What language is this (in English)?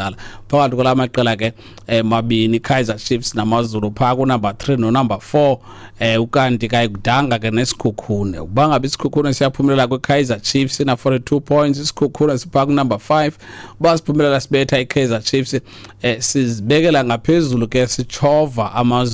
Xhosa